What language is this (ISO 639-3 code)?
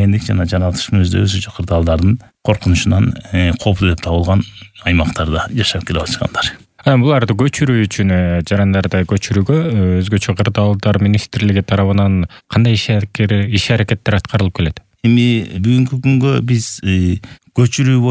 kir